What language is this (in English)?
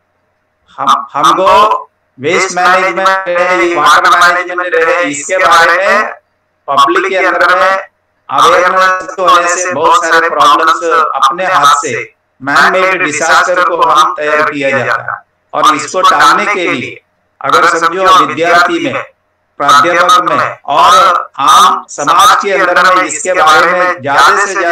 Marathi